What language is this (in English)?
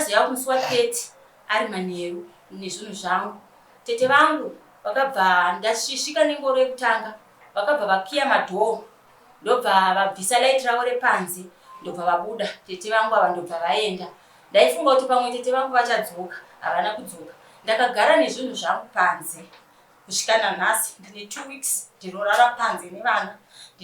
Shona